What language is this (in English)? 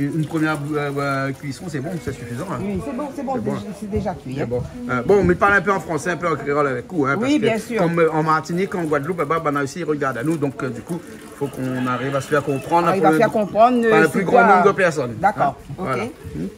Réunion Creole French